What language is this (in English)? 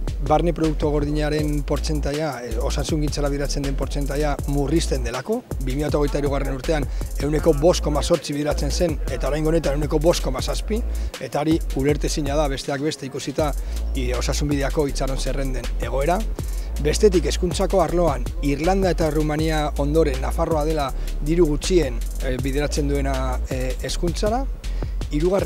Basque